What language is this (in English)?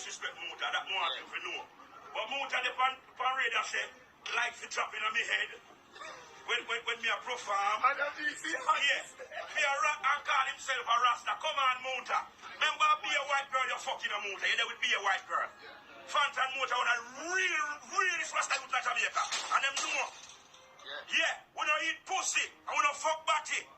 Jamaican Creole English